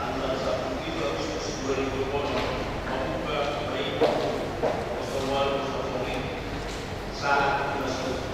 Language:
Batak Toba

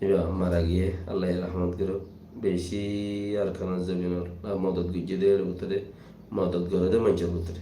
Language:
Rohingya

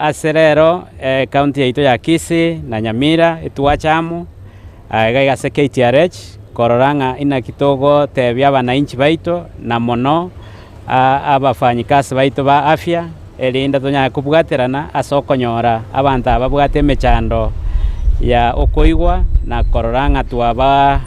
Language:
Gusii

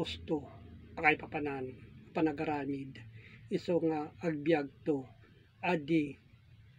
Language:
Iloko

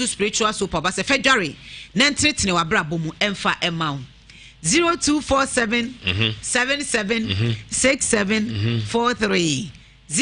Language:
Akan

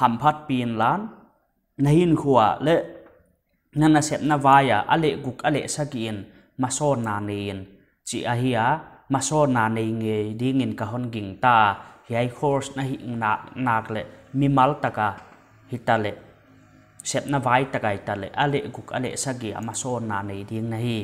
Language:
Paite Chin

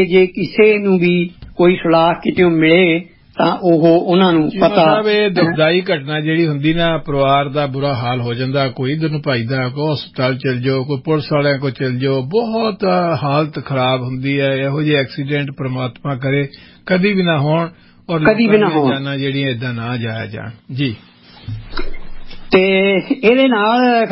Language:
Punjabi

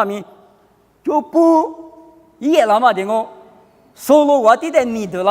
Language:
Lisu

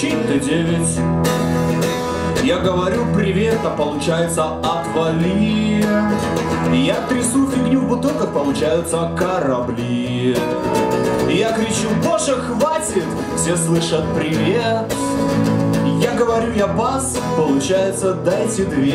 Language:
Russian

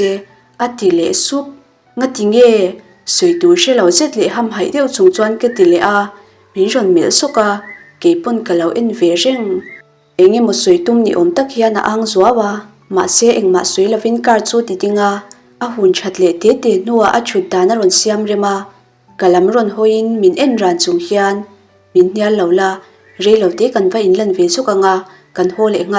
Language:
Mizo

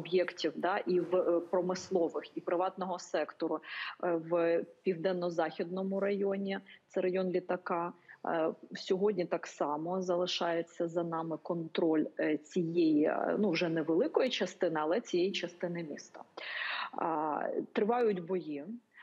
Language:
Ukrainian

